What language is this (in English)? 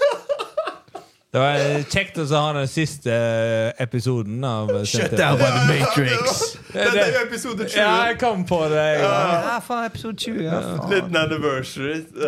Norwegian